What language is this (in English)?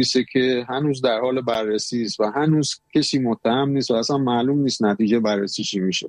Persian